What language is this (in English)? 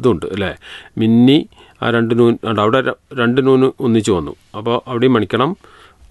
Malayalam